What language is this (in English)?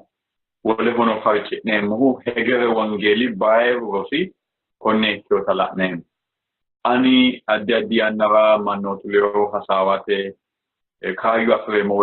Sidamo